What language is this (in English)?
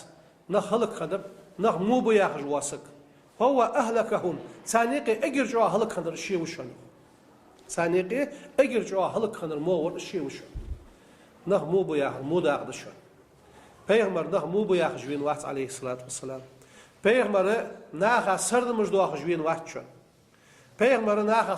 Ingush